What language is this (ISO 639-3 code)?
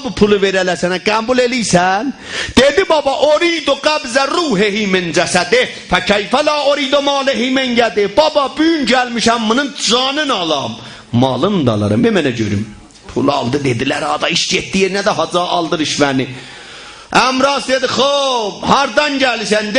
azb